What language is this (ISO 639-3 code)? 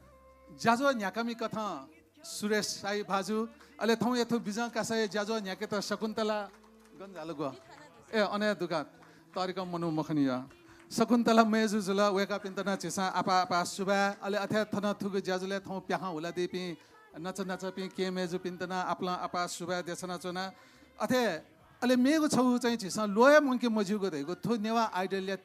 new